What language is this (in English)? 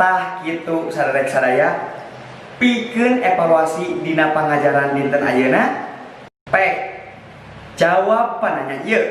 Sundanese